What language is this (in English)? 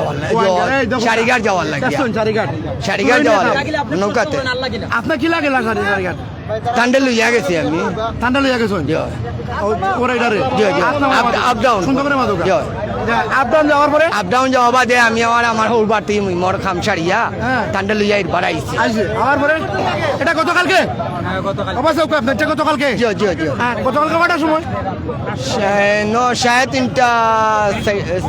Sylheti